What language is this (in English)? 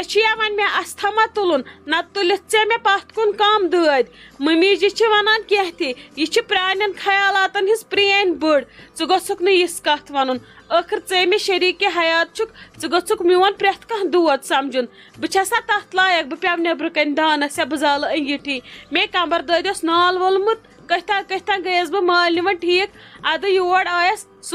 Kashmiri